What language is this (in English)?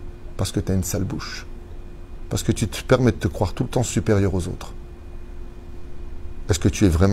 French